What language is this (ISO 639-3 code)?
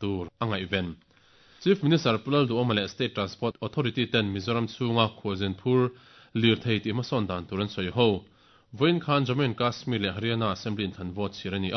lus